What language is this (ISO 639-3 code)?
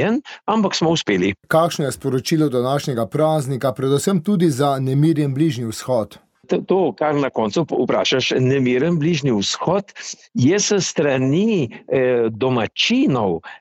slv